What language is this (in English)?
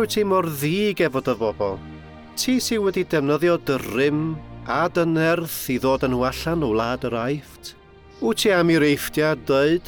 Welsh